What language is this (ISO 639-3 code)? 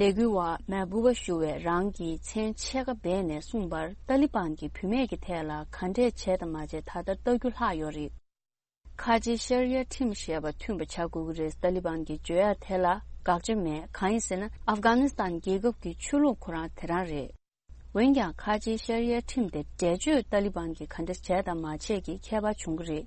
bod